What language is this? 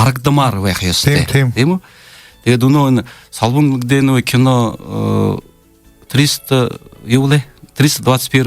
Buriat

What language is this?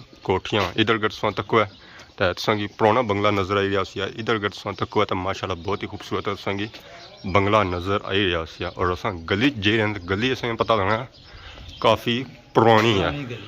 Pahari-Potwari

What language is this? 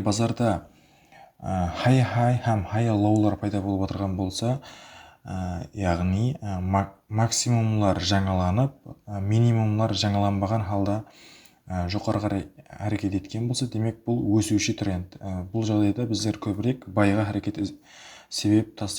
Kara-Kalpak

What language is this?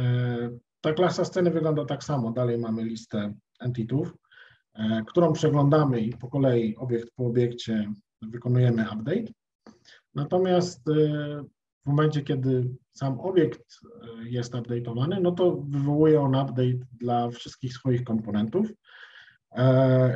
Polish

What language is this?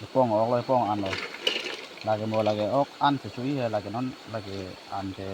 Karbi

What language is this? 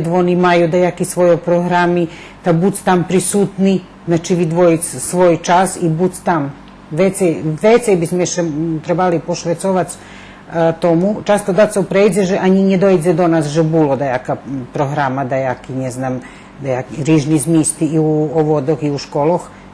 Rusyn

